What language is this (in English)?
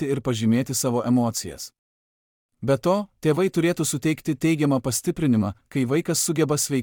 Lithuanian